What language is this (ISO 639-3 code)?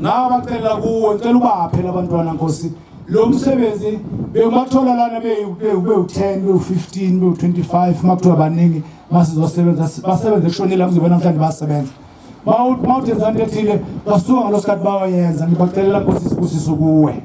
zul